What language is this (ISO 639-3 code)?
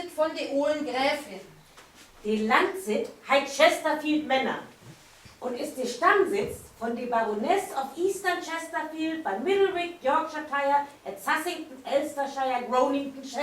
nds